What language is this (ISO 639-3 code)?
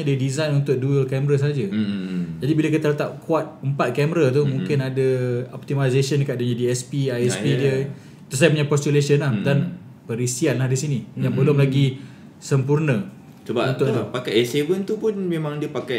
msa